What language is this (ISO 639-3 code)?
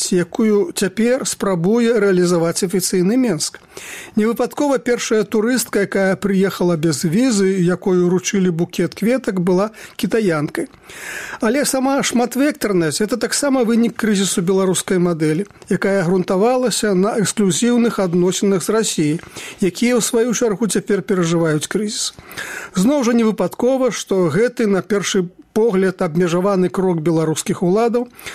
bel